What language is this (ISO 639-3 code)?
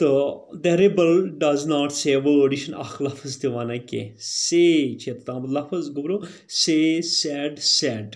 kas